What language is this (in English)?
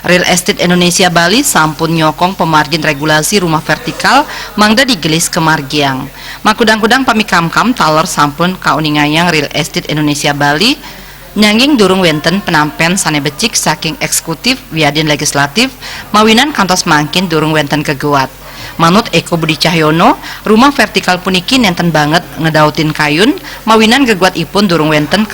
Balinese